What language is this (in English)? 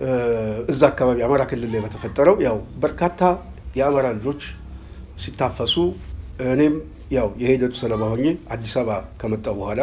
Amharic